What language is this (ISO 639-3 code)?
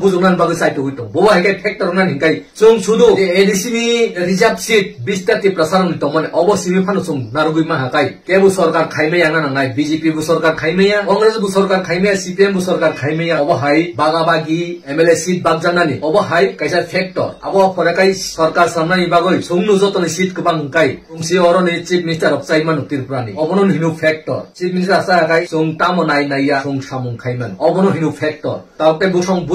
trp